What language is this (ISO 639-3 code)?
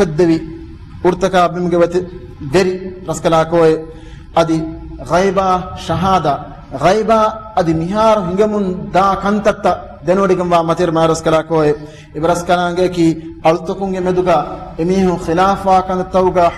div